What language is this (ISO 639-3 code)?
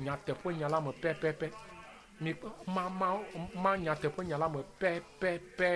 ewe